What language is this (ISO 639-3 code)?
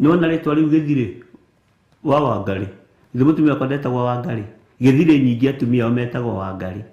kik